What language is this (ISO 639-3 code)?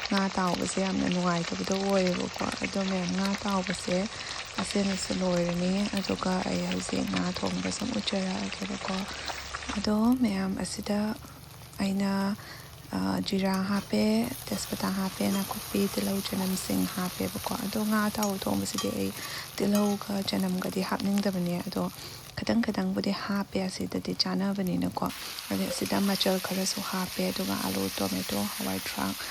mni